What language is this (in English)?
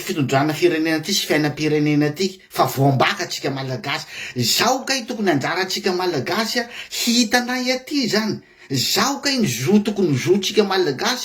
Malagasy